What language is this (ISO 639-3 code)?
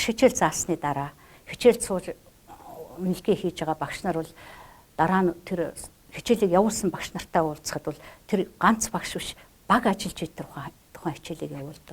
mon